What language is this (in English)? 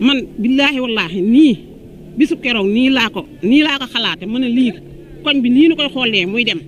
Wolof